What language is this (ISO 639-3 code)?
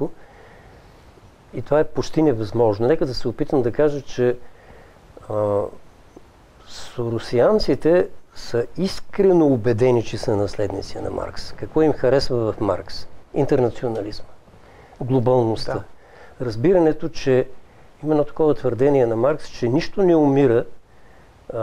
bul